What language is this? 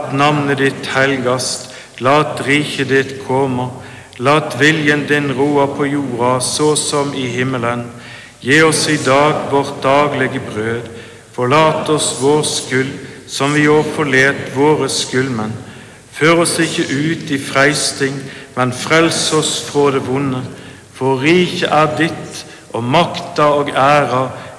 Norwegian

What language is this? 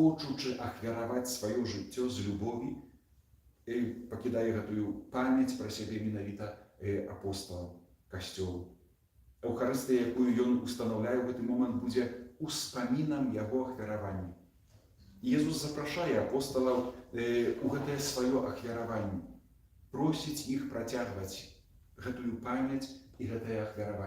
Belarusian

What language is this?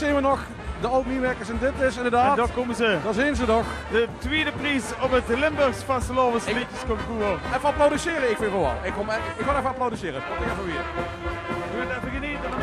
Limburgish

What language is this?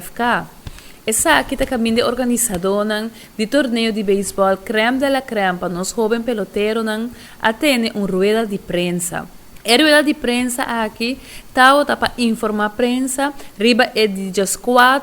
Papiamento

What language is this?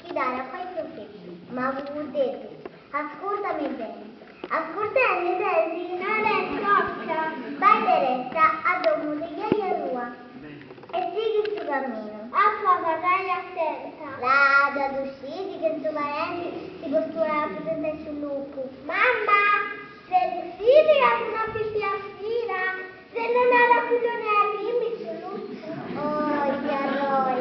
Sardinian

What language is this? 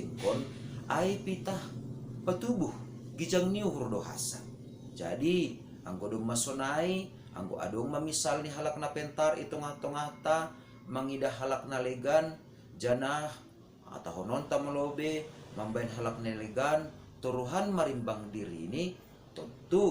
Batak Simalungun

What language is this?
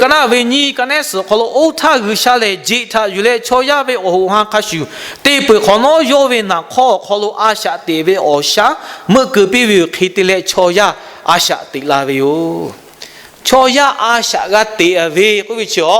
Lahu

